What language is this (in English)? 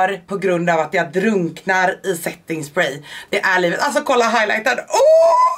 Swedish